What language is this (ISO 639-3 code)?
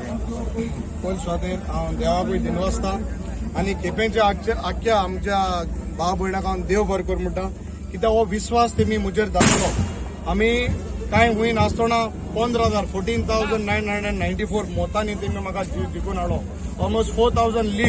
kok